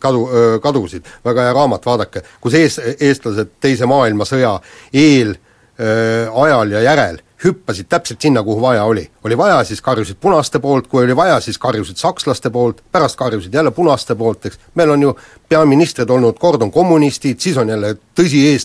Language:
Estonian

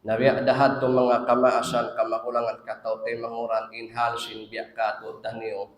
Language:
Tausug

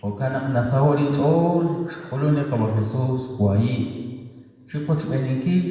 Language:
Kekchí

